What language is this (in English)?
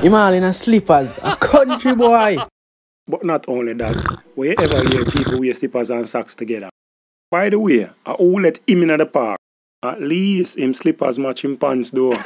Jamaican Creole English